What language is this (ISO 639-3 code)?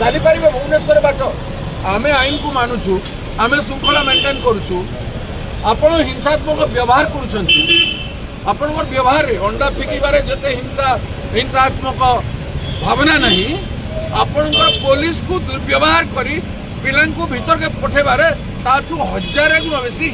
ori